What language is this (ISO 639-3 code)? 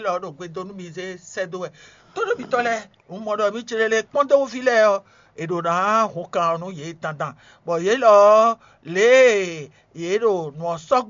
fon